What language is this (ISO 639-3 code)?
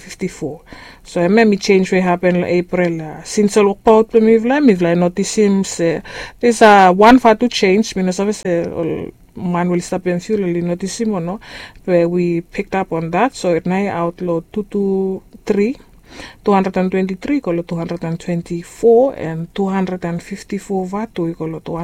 bis